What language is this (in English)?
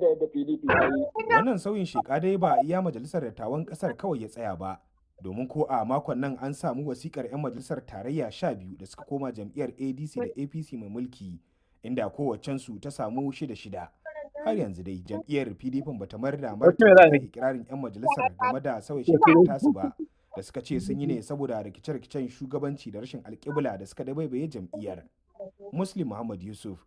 Hausa